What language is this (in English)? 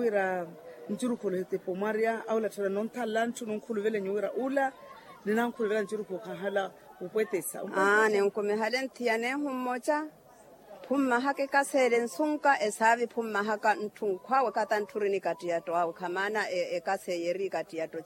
Makhuwa